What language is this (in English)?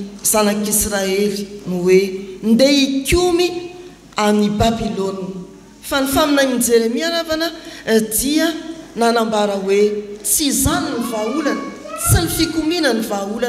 Malagasy